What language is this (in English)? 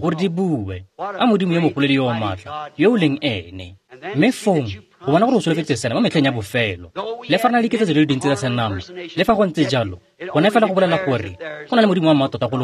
Tswana